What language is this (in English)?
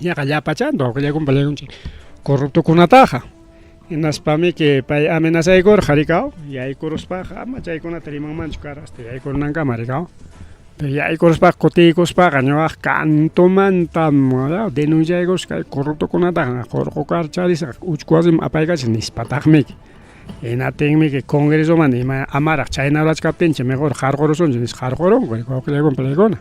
Ayacucho Quechua